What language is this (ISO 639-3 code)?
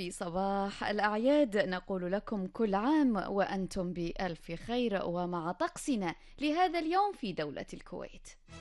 ara